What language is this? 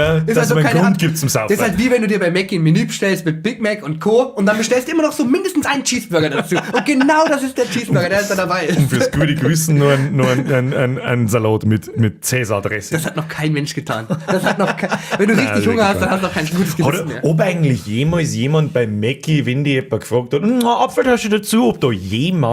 Bavarian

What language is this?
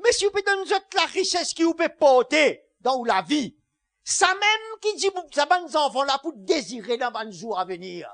Morisyen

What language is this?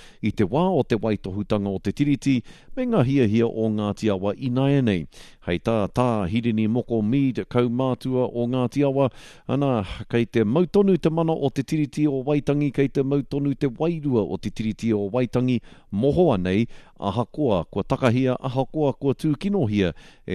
Māori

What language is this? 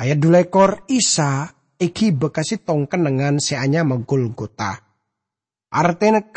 Madurese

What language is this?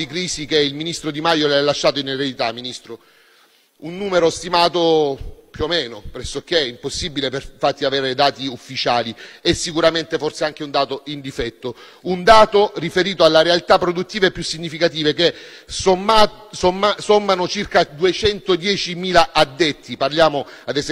Italian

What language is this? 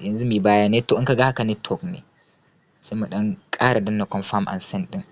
Hausa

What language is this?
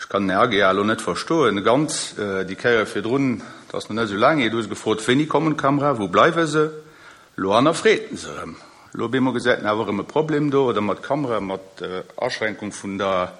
Luxembourgish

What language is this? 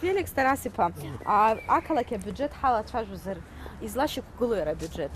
Abkhazian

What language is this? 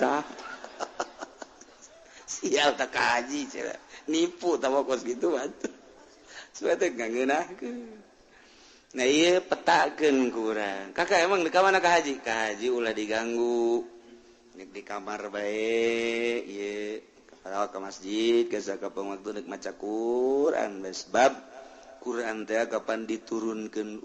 Sundanese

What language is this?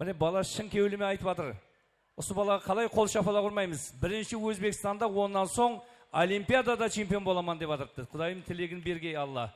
Kara-Kalpak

